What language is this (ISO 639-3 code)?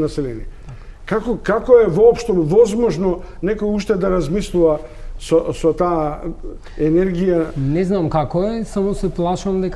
mkd